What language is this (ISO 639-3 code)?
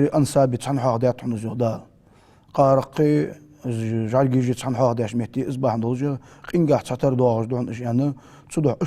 inh